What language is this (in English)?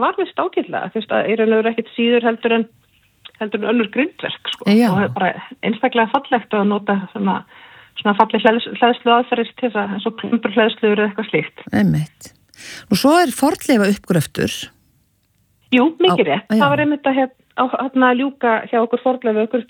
Icelandic